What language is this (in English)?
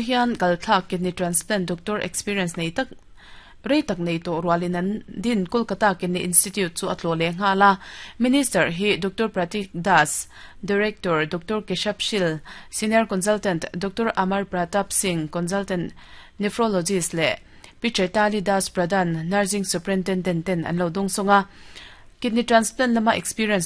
Mizo